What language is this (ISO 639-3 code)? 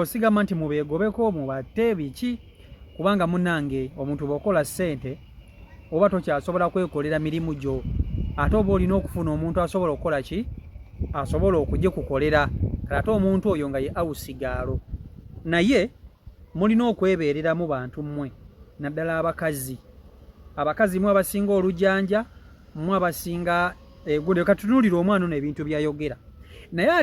lug